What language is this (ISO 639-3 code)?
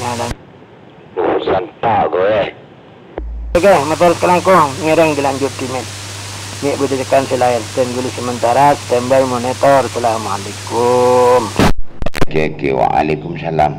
mad